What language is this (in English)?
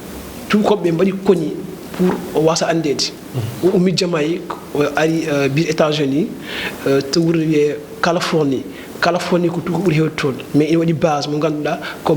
Fula